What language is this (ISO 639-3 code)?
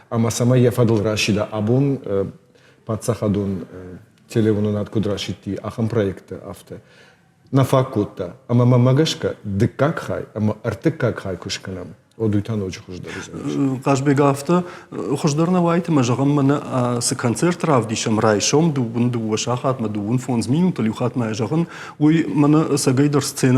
oss